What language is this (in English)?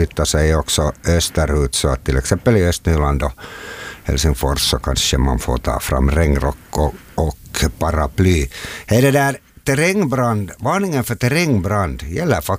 Swedish